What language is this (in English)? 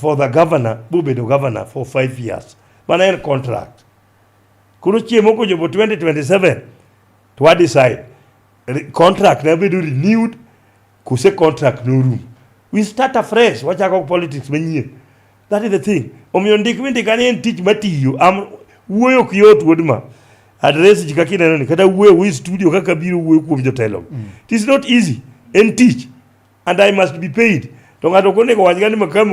Luo (Kenya and Tanzania)